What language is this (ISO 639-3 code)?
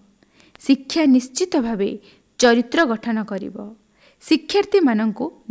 ori